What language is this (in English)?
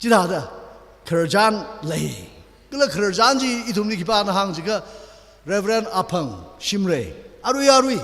Tangkhul Naga (India)